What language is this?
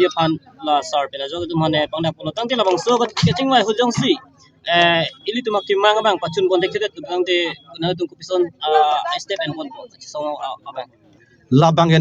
Karbi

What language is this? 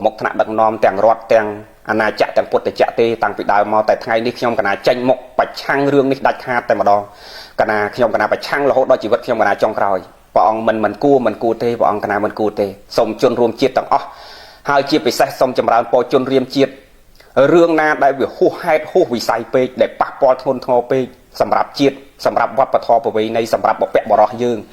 Khmer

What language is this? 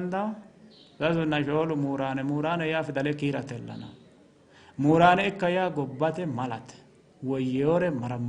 Sidamo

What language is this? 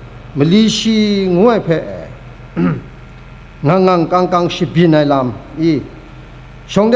Kachin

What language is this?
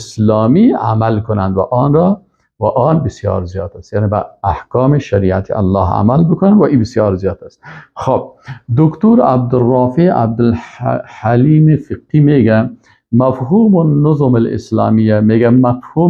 Persian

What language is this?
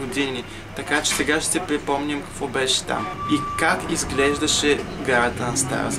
Bulgarian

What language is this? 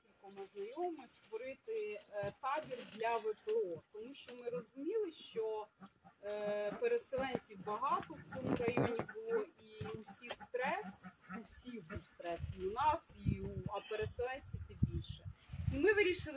Ukrainian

